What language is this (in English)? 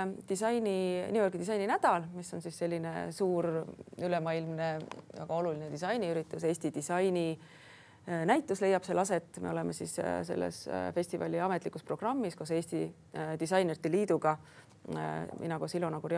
Estonian